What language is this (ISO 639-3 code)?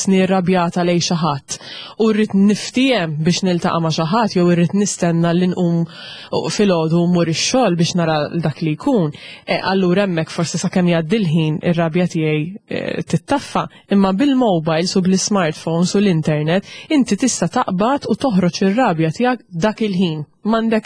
mlt